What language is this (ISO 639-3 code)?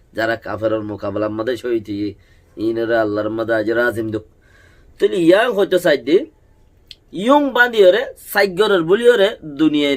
rhg